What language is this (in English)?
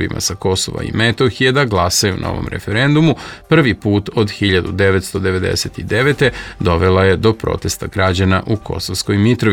Serbian